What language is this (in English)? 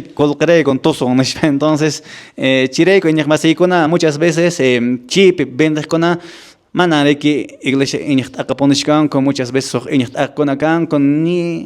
Quechua